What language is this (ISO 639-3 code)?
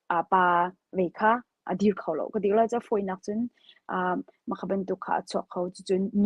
cnh